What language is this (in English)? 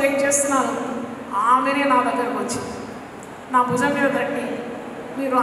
Telugu